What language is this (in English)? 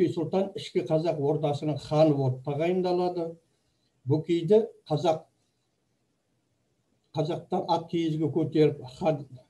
Kazakh